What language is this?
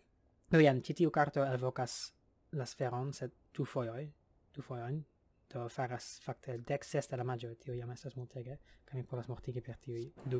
Esperanto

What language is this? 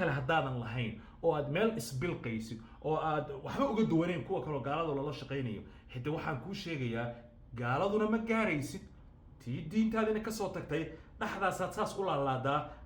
Somali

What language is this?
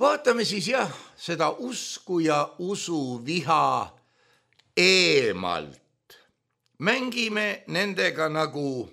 Estonian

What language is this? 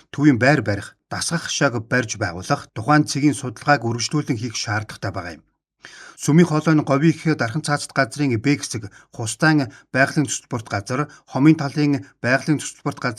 Mongolian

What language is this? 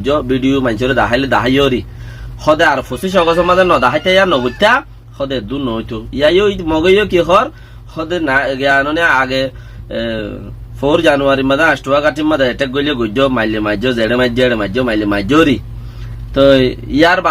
Rohingya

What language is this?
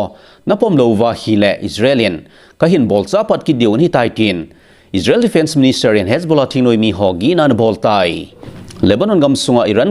Thado Chin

